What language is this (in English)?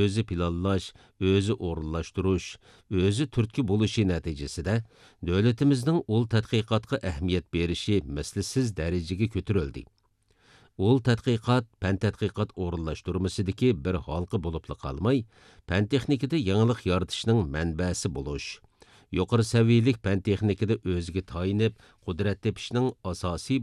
Uyghur